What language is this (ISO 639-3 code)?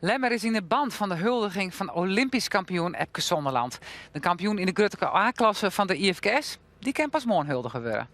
fry